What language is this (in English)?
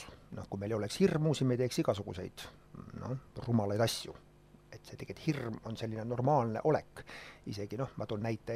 Estonian